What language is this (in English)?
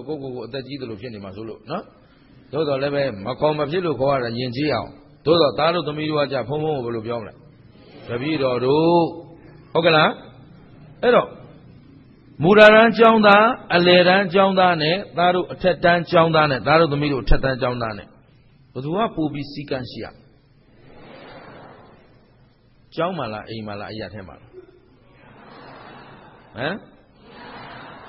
Burmese